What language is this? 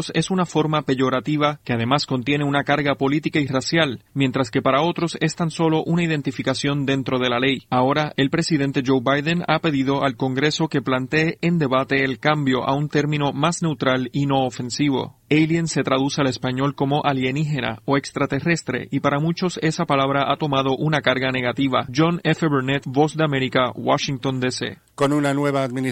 Spanish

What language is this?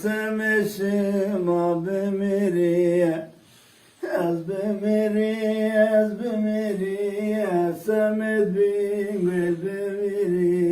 Zaza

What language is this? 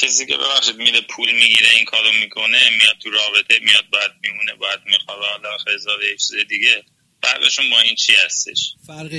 Persian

